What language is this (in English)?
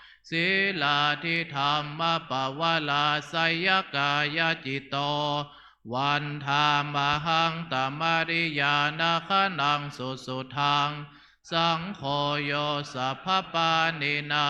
Pali